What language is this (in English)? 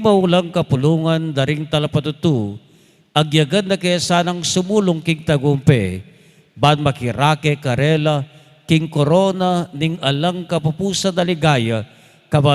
Pampanga